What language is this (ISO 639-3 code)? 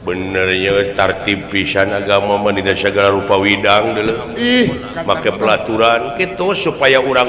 sun